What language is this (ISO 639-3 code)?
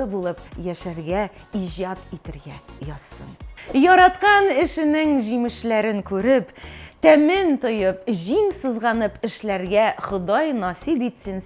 bak